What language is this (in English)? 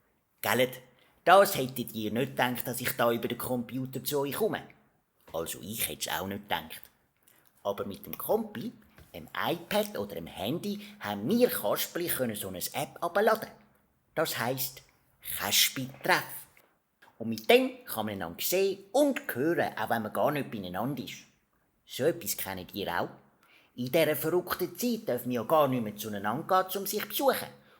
Swiss German